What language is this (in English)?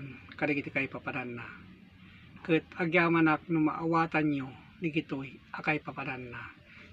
Iloko